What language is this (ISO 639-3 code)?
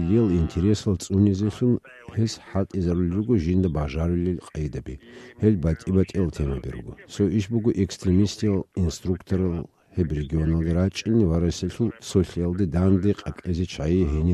ava